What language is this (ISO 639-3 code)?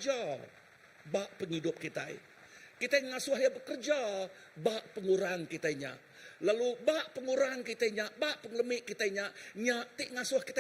iba